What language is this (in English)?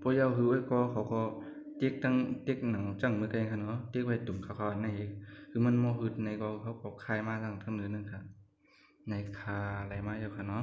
Shan